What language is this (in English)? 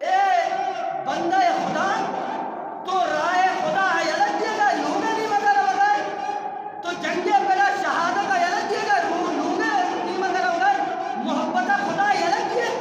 Eastern Balochi